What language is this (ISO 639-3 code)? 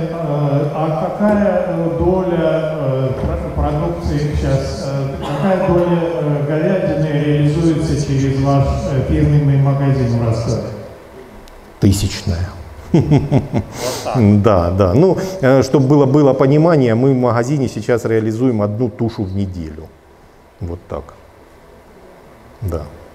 rus